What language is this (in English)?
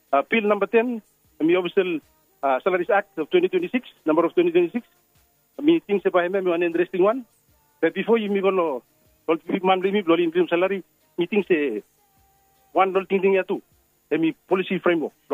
Bislama